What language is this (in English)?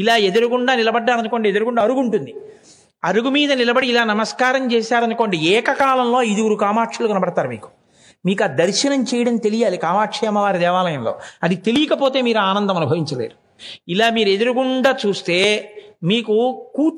Telugu